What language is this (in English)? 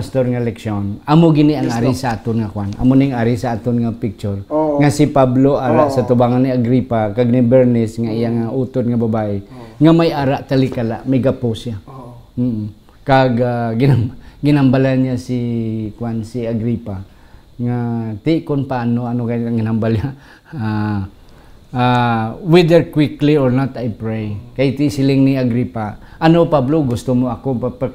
Hiligaynon